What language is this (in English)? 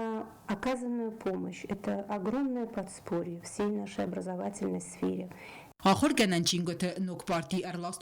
Ossetic